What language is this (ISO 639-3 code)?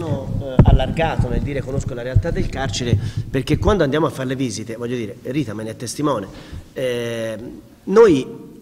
ita